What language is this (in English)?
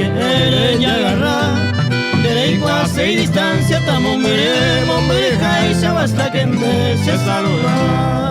Guarani